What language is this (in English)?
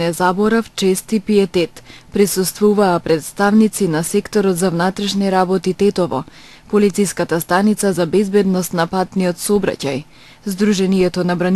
Macedonian